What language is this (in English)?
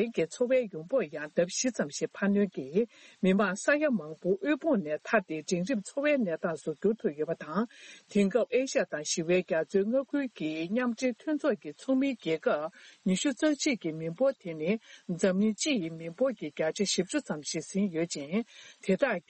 Tibetan